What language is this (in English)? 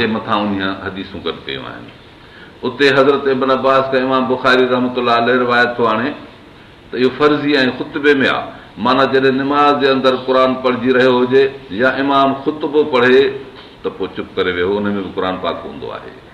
Sindhi